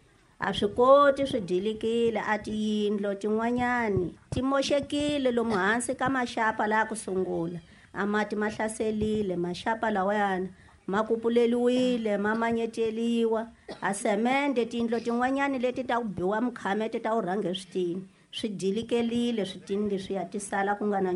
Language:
Tsonga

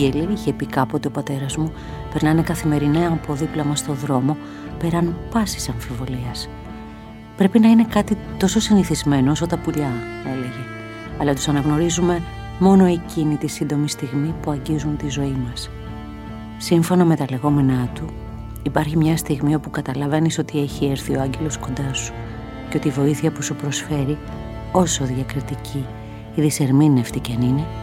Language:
Greek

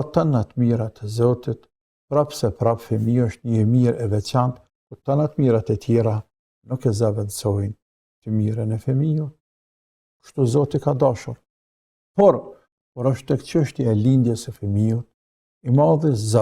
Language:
Albanian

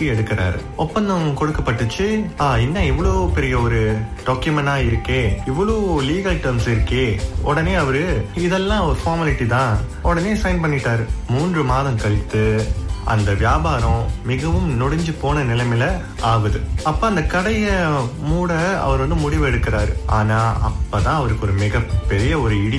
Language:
Tamil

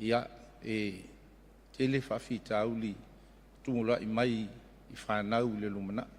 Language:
Samoan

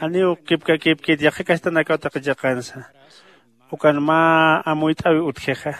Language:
Aymara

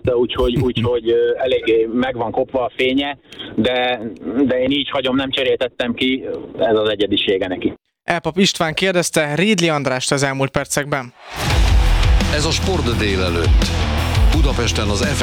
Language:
Hungarian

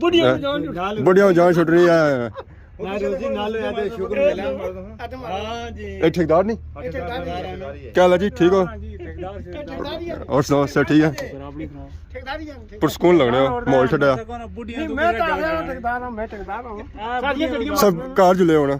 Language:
Pahari-Potwari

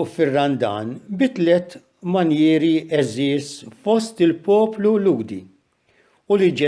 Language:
Maltese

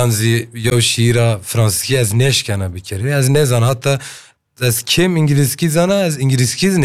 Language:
Kurdish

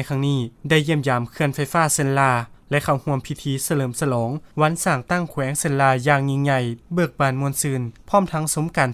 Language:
Lao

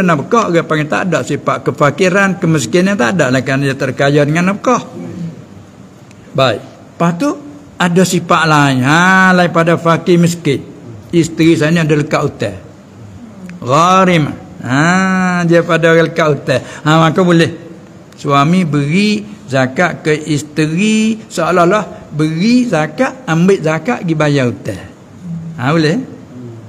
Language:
Malay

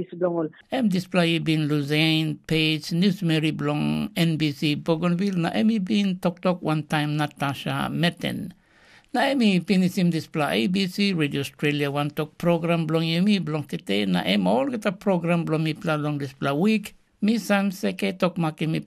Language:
Tok Pisin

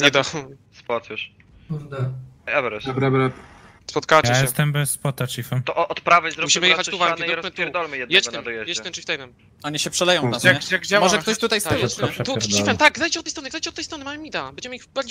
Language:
Polish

